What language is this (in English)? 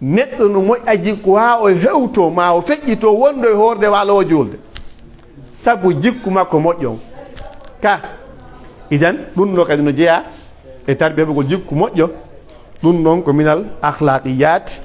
Pular